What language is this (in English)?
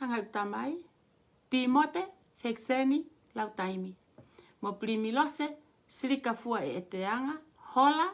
Tongan